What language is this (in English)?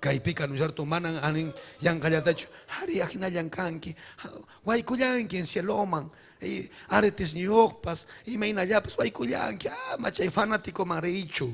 Ayacucho Quechua